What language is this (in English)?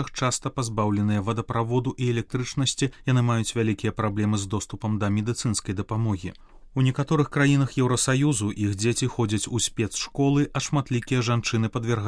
Belarusian